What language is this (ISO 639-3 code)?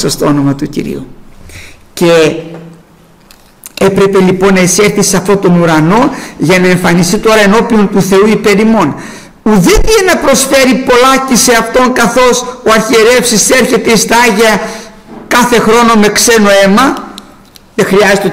ell